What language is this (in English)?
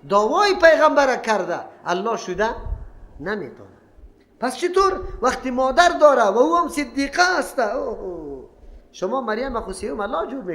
Persian